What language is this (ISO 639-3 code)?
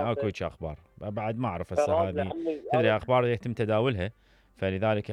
acm